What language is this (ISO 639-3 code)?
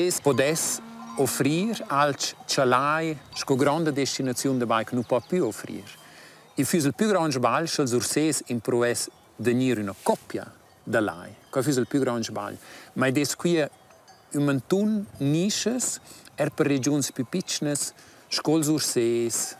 roh